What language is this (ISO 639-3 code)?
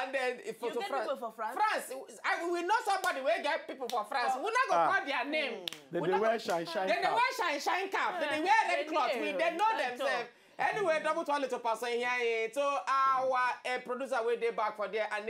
pcm